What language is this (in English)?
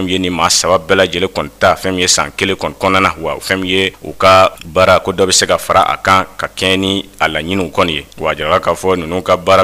Bambara